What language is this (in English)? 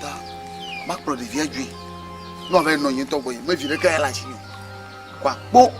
Ewe